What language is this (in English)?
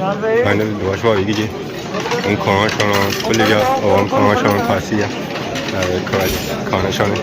Pahari-Potwari